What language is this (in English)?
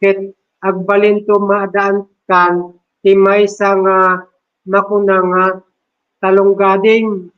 Iloko